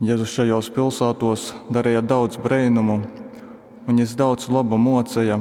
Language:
Latgalian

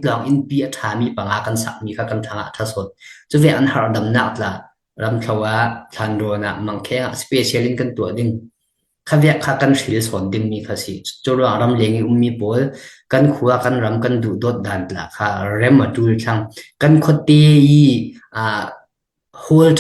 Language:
Falam Chin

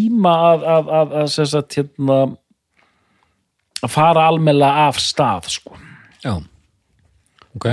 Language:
Icelandic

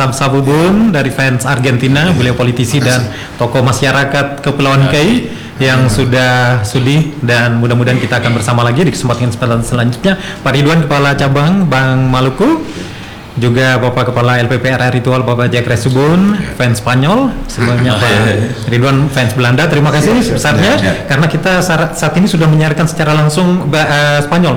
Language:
Indonesian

